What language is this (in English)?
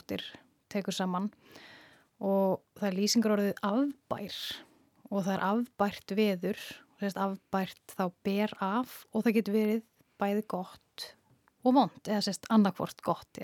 Icelandic